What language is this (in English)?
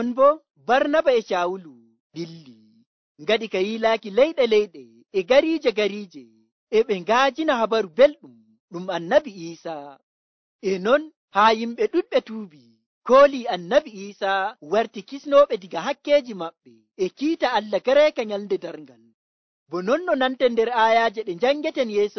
Nigerian Fulfulde